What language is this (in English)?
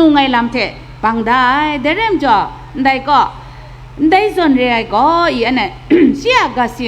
Kachin